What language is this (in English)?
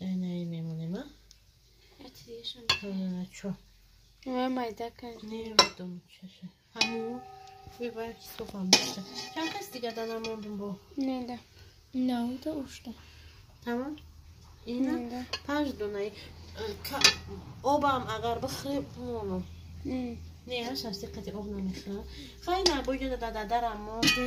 Tajik